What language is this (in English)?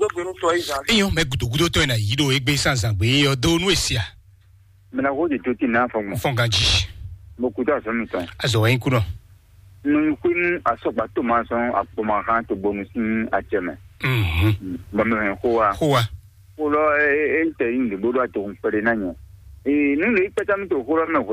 Fon